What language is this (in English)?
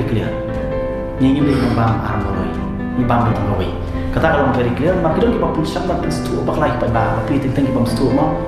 Khasi